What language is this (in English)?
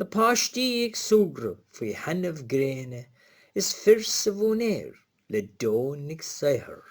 Irish